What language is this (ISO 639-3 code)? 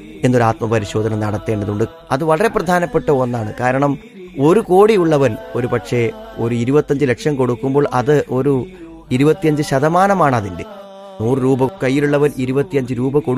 mal